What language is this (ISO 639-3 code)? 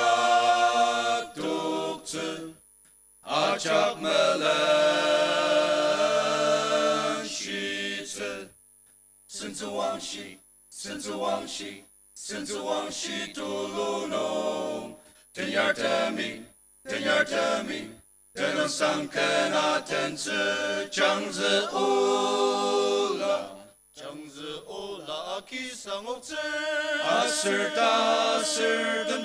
njo